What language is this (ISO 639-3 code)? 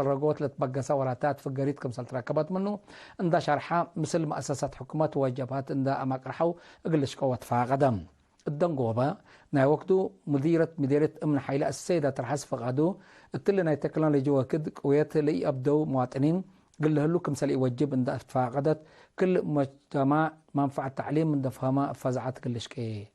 tig